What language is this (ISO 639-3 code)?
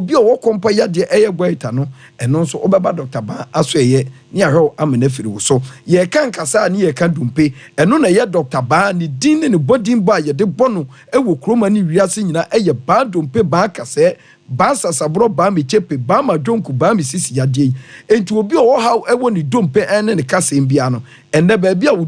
aka